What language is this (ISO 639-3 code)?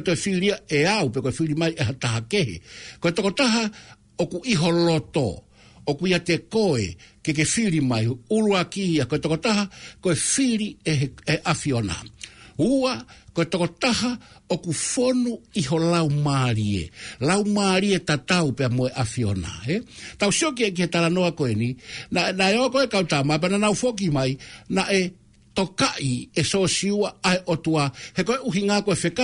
ton